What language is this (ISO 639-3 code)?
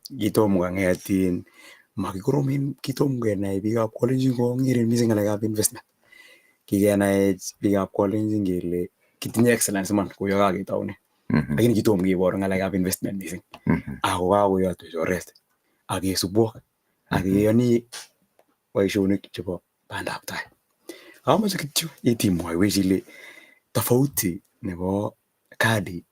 kln